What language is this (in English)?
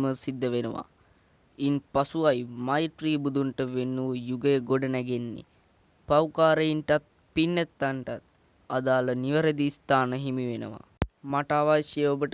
Sinhala